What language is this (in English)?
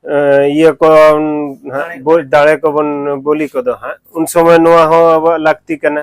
Santali